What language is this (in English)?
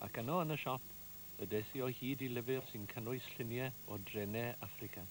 Welsh